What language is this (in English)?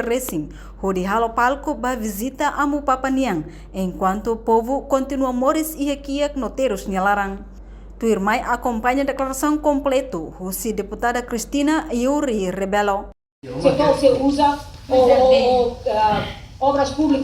Tetum